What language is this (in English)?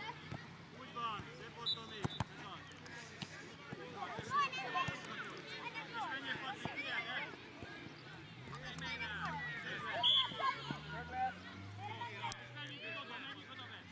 Hungarian